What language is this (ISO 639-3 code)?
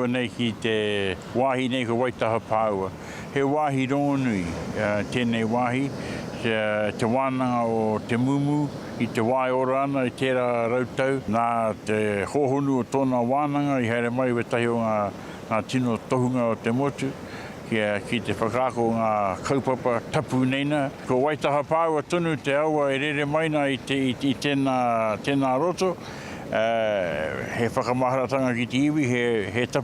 mri